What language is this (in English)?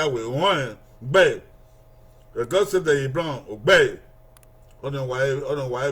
Bini